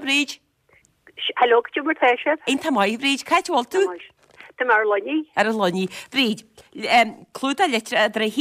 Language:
Irish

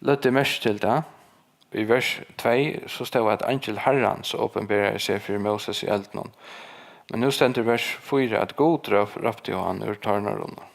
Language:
Faroese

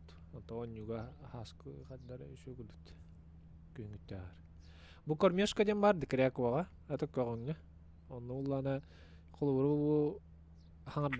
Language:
Yakut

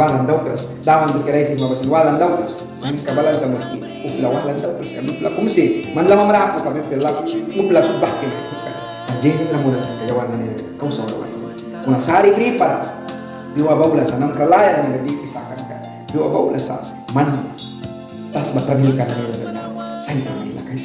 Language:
Mískito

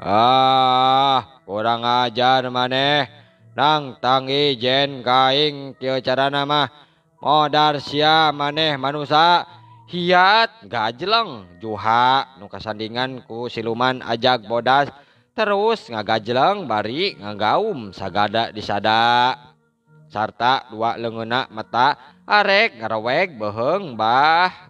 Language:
Sundanese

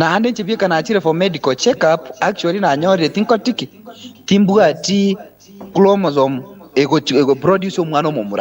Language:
Gusii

